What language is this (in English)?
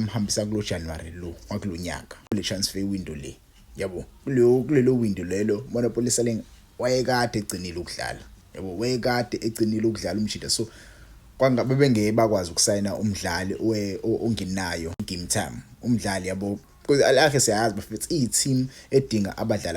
Zulu